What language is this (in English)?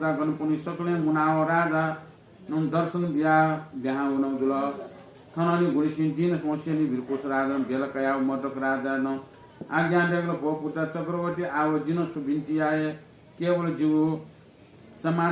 Newari